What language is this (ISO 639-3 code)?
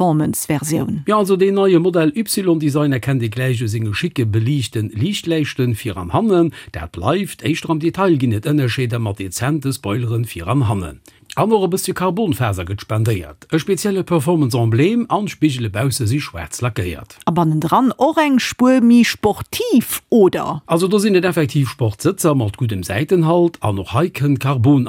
ltz